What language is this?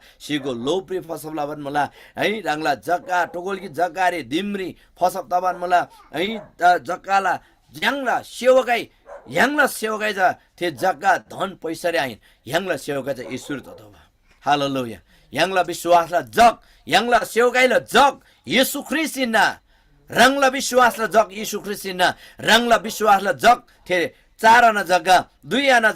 Eastern Tamang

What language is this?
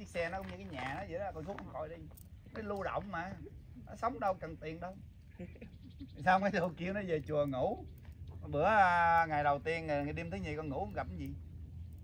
Vietnamese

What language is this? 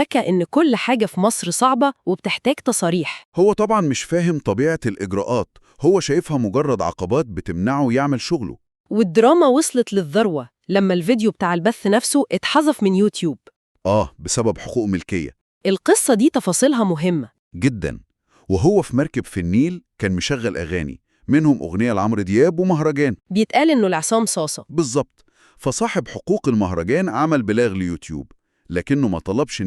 Egyptian Arabic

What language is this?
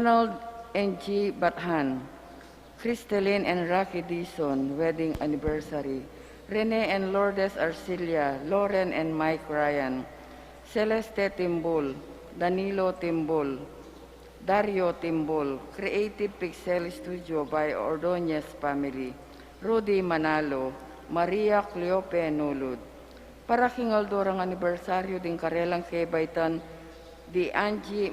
Pampanga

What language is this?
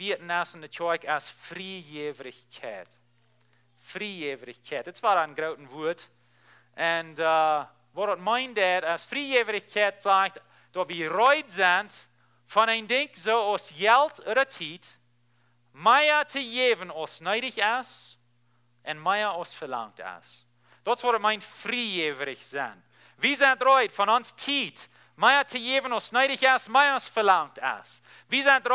Plautdietsch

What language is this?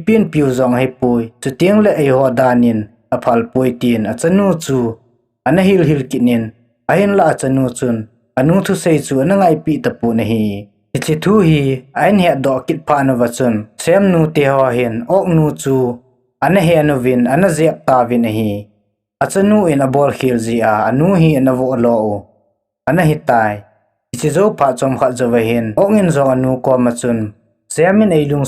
Thado Chin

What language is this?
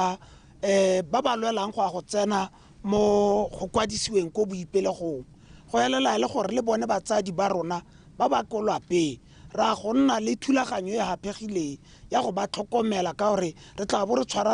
Tswana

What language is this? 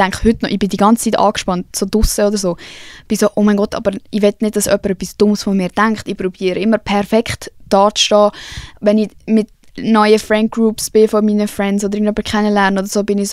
Swiss German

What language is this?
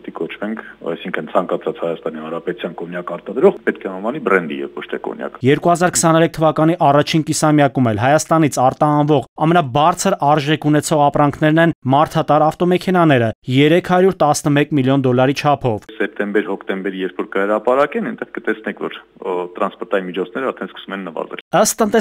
Armenian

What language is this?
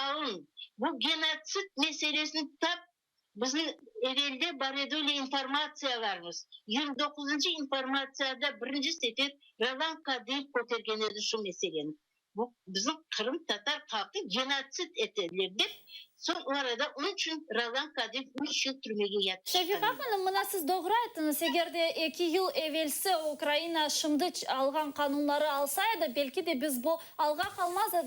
Crimean Tatar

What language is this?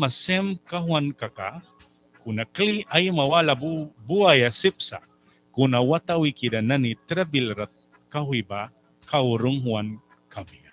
Mískito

